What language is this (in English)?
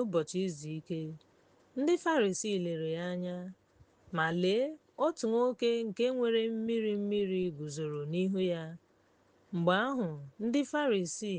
Igbo